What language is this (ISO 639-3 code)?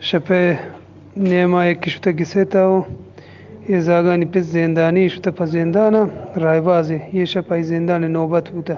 bgp